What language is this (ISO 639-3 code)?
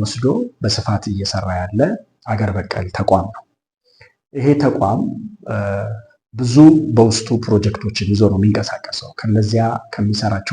amh